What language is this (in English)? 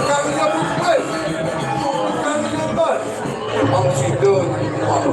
Balinese